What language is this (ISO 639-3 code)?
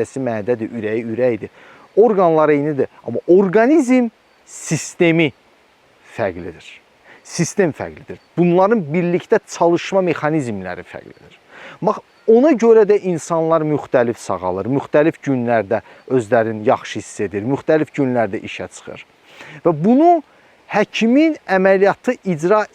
aze